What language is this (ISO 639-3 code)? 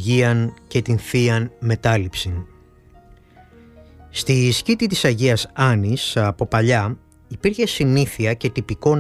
ell